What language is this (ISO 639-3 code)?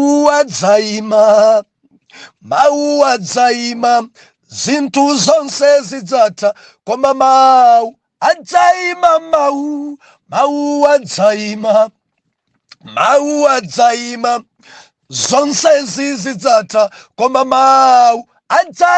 nya